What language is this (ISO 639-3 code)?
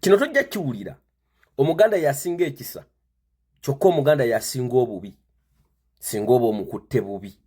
lug